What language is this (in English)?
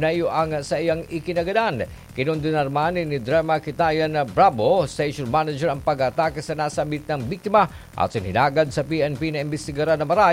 Bikol